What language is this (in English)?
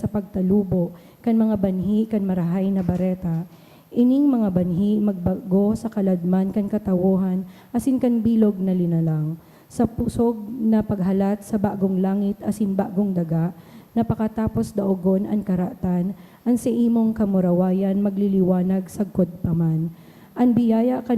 Bikol